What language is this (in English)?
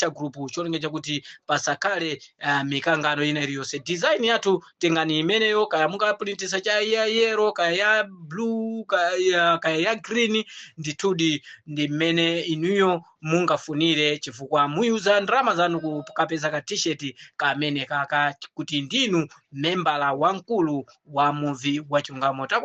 Nyanja